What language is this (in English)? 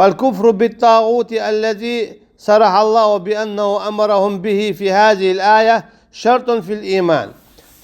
Chechen